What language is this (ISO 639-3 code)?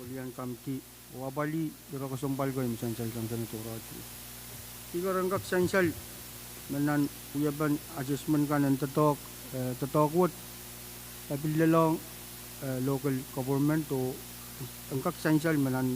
pon